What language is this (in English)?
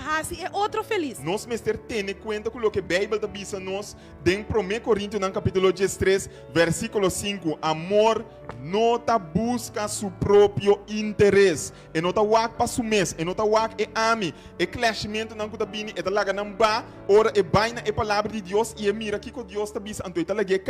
Papiamento